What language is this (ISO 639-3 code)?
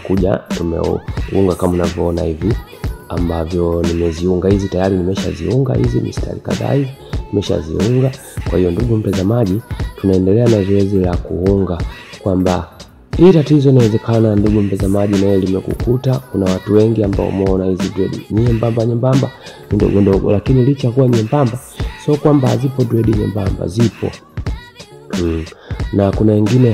swa